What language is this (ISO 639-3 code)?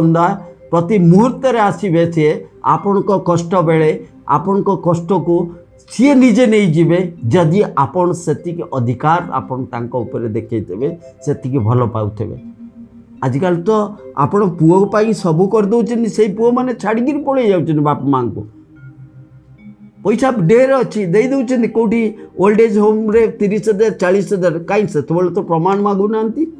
ori